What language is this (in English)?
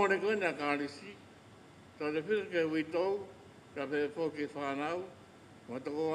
Tongan